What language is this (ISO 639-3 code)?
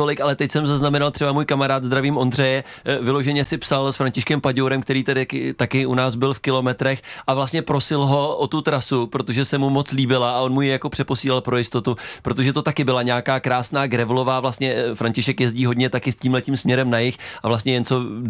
ces